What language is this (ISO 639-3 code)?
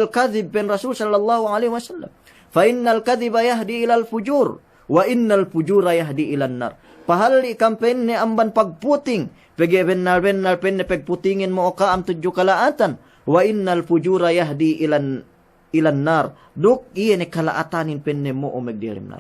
yka